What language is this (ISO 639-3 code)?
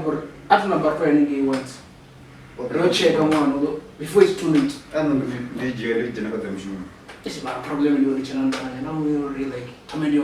ven